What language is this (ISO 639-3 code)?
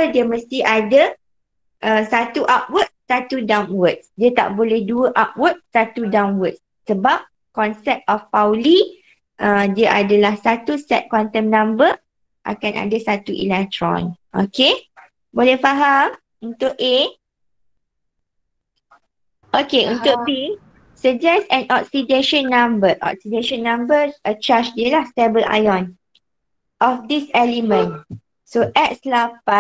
msa